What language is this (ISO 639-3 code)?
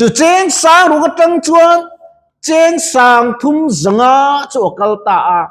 lus